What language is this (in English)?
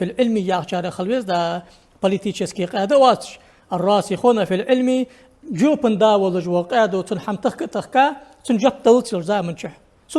Ingush